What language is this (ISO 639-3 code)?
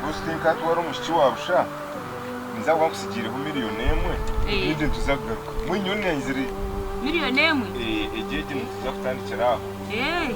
nyn